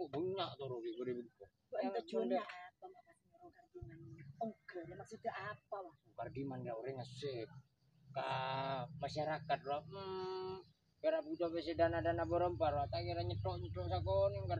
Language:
Madurese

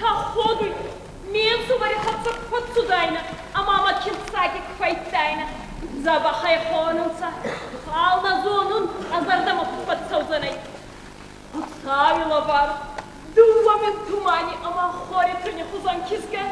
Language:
Ossetic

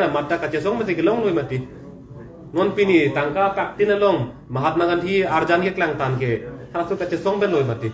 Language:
Karbi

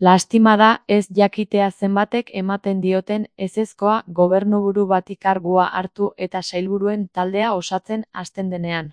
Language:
Basque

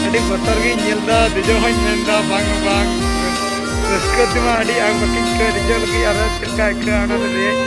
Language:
Santali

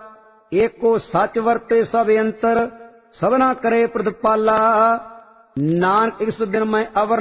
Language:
Punjabi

